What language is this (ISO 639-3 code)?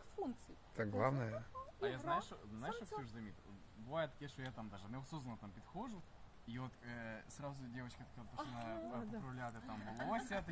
ukr